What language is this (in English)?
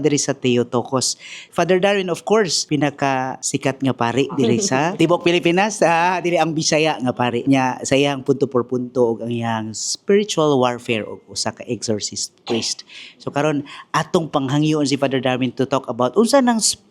Cebuano